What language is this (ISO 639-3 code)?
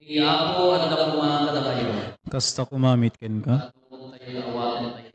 ilo